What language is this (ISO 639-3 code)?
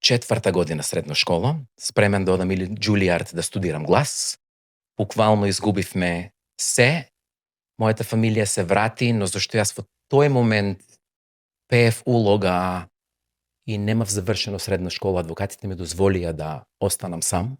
mkd